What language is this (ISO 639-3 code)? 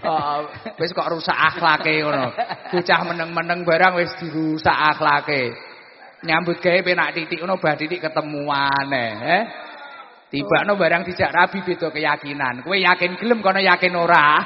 jav